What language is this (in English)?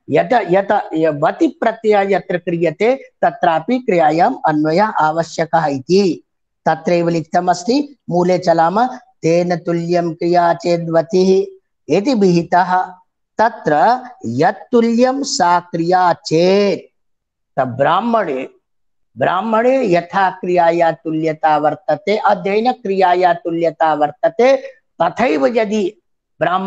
Sanskrit